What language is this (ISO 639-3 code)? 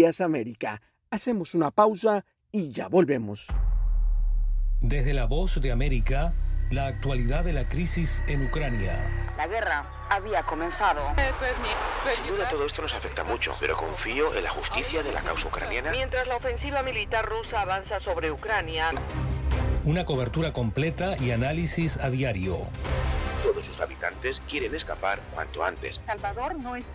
spa